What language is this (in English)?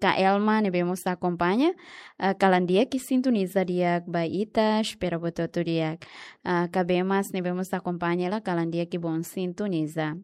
Tetum